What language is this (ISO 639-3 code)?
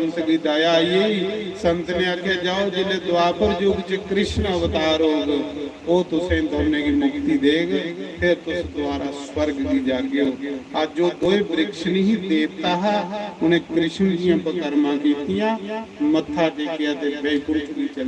doi